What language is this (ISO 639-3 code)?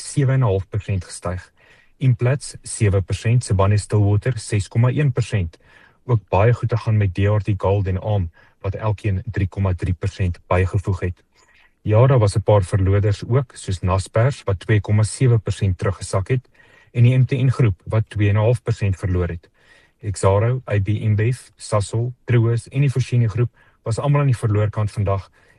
afr